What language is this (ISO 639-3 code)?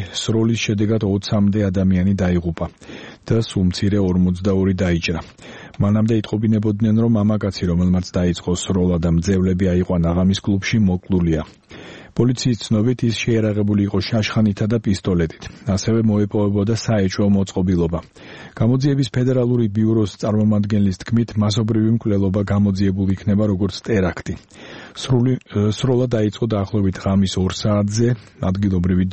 kat